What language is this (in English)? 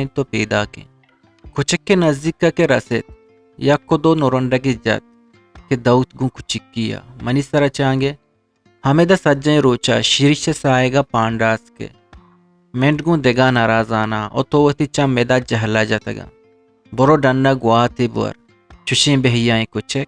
Eastern Balochi